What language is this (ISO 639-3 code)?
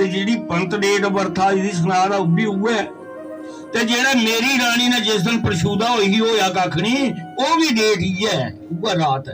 doi